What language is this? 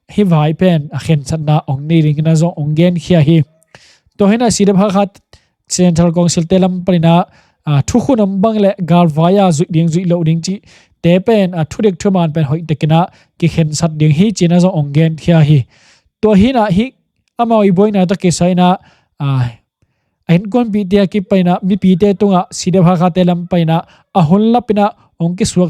Tedim Chin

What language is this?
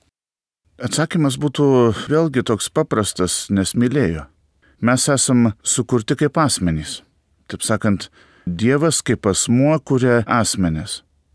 Lithuanian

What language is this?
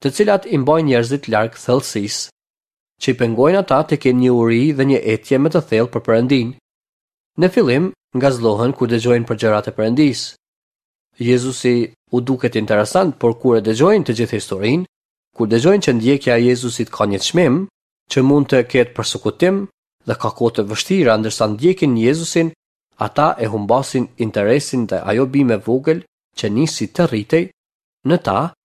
Albanian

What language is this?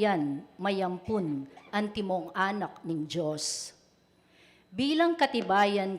Pampanga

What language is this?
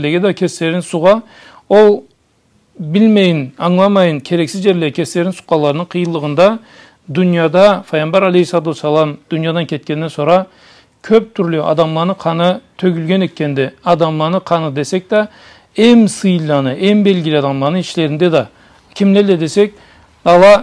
Karachay-Balkar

